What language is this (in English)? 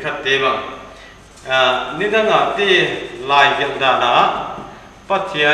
Paite Chin